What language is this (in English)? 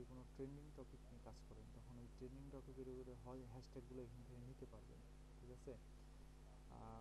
Bangla